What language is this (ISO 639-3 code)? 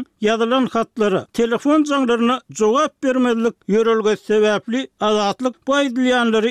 tuk